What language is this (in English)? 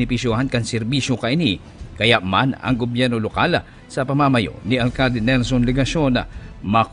Bikol